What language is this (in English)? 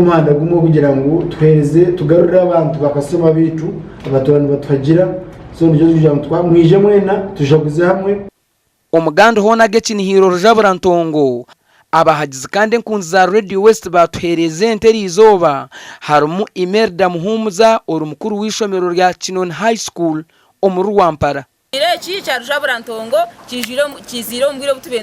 Nyankole